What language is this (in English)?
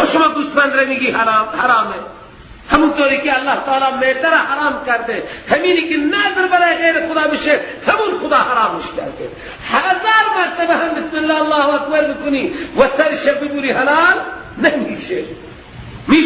Persian